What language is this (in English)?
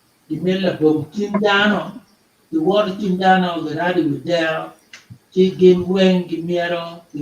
Acoli